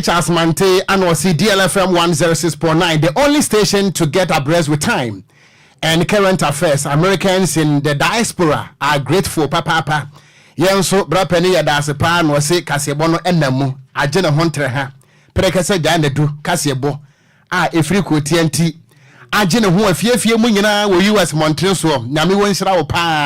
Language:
Akan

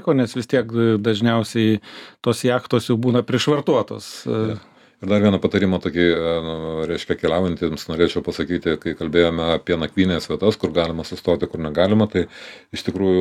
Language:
Lithuanian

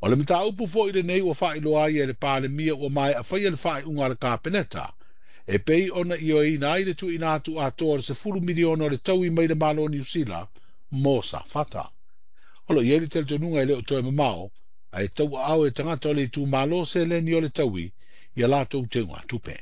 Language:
Samoan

